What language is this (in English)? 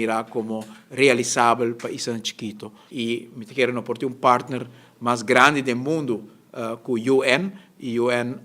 Papiamento